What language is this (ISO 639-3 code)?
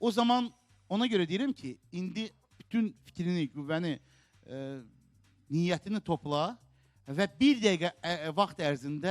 aze